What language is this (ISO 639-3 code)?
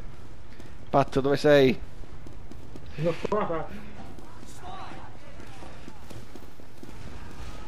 ita